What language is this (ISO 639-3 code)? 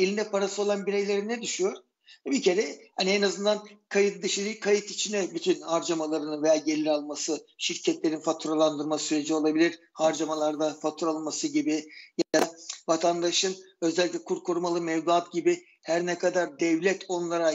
tur